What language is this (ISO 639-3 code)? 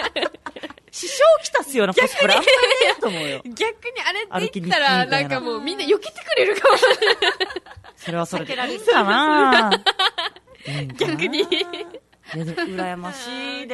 jpn